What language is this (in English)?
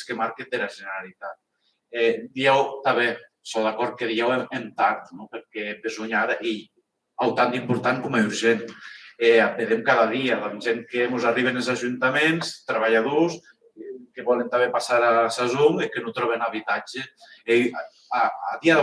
Occitan